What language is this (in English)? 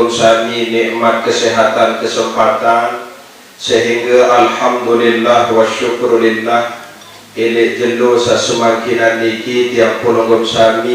Sasak